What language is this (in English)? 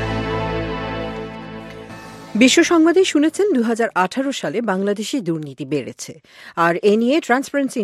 Bangla